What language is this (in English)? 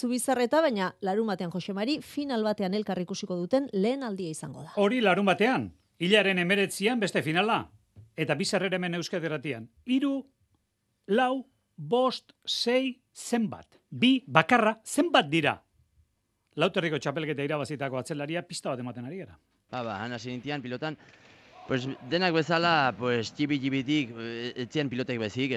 Basque